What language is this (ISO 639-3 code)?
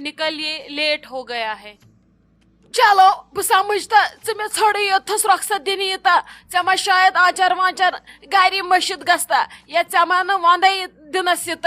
kas